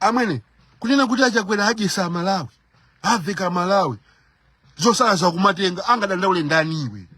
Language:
Nyanja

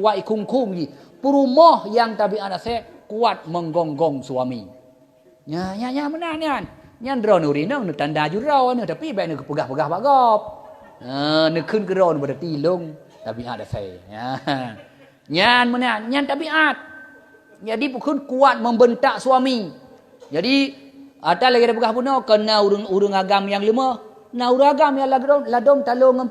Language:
Achinese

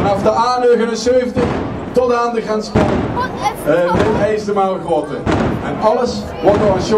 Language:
Limburgish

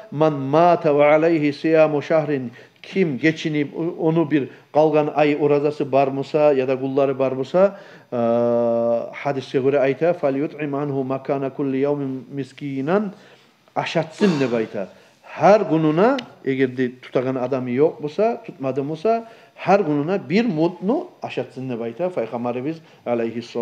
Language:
Kumyk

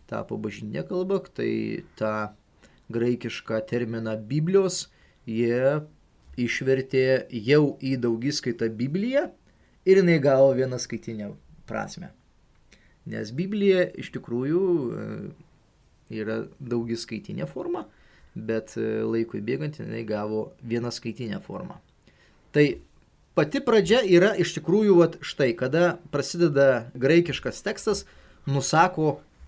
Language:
Lithuanian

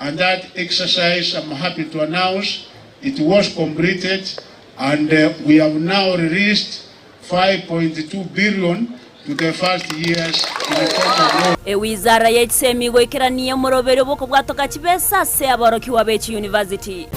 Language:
Gusii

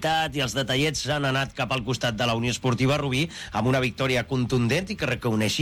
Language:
Catalan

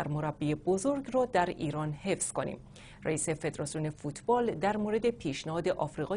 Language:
Persian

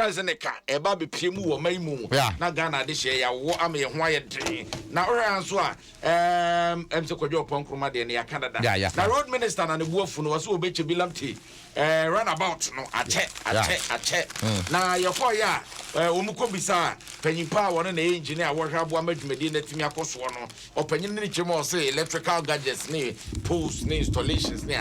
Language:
Akan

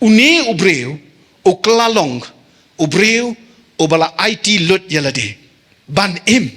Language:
Khasi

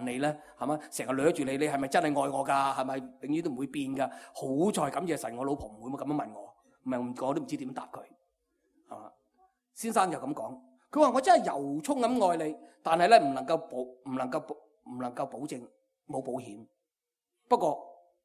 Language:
Cantonese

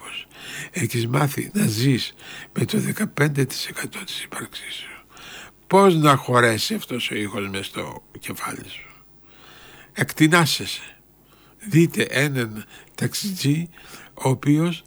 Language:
Greek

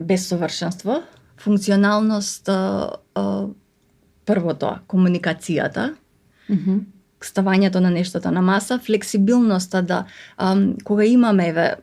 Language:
Macedonian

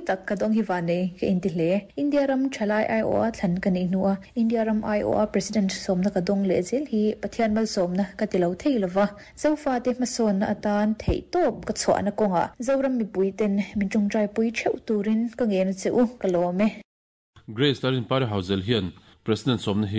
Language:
Mizo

